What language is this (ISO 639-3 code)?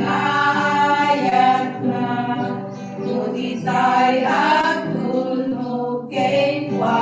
ilo